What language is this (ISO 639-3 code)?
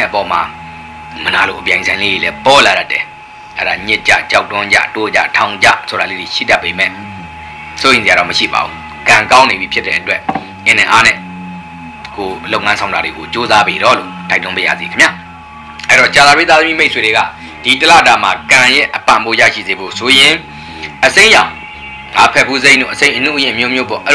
mya